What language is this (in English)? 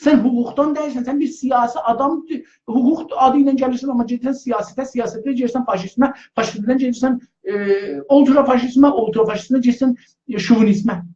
South Azerbaijani